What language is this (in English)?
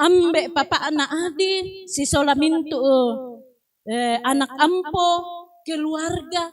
Toraja-Sa'dan